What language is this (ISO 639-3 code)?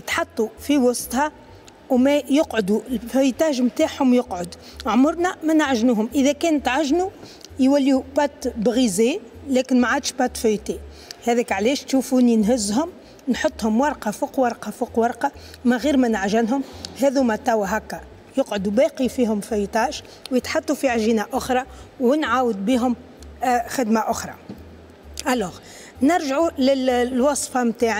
aeb